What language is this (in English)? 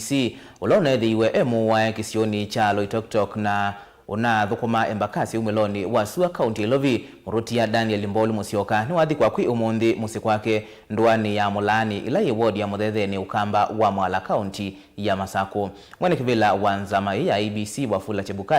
Kamba